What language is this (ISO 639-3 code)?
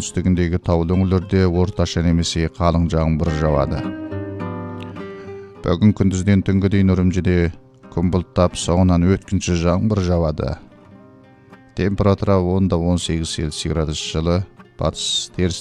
kaz